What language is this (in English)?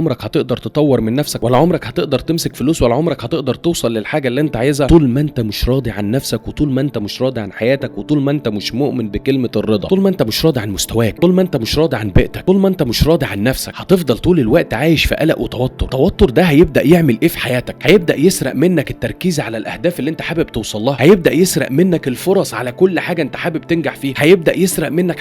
Egyptian Arabic